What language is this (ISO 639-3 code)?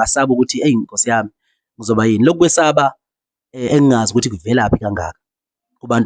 zul